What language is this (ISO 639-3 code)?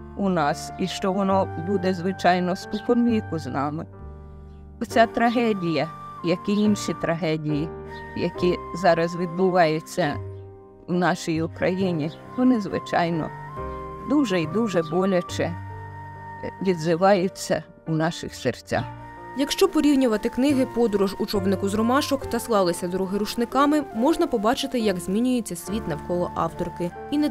ukr